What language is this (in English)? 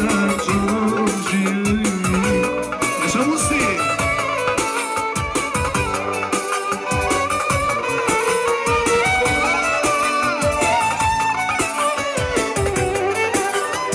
Turkish